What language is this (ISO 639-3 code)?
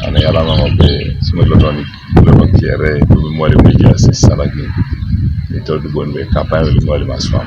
teo